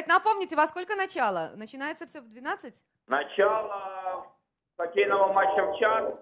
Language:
Russian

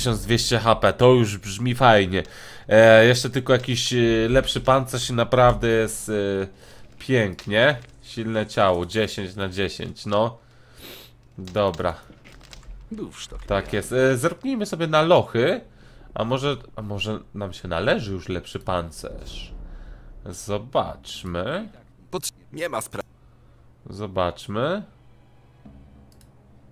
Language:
Polish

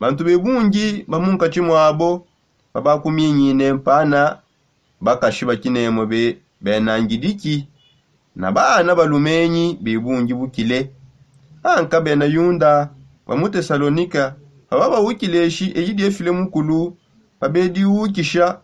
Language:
Songe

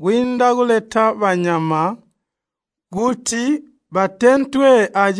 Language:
Tonga (Zambia)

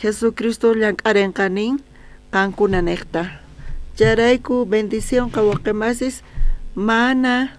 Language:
South Bolivian Quechua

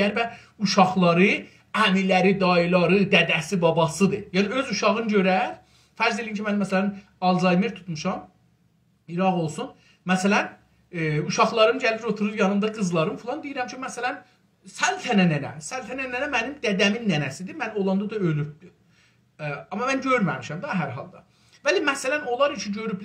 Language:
South Azerbaijani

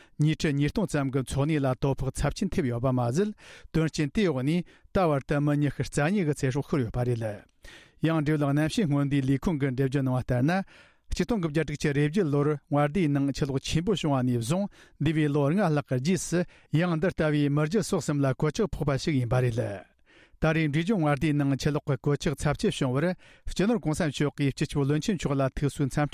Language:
Tibetan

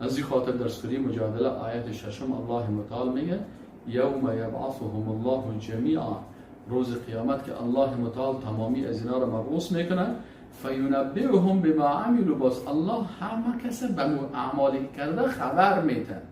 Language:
Persian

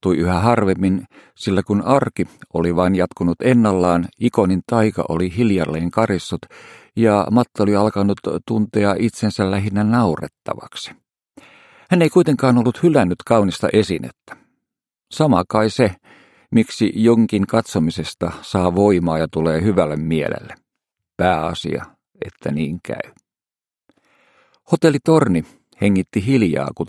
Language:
Finnish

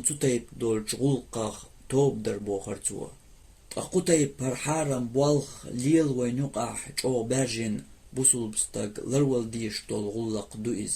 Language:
Chechen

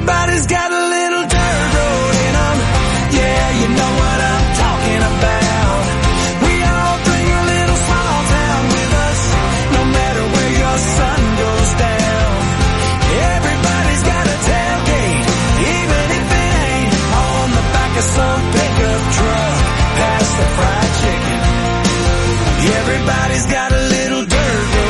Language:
English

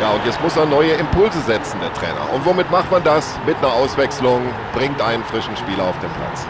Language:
Bavarian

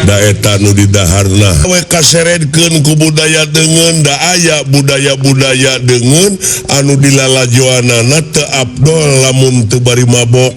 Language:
Sundanese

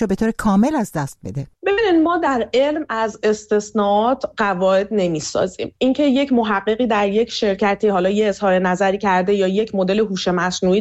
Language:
Persian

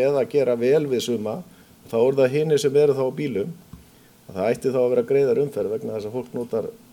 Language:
Icelandic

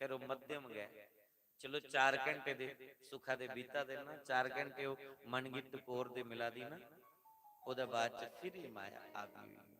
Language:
Dogri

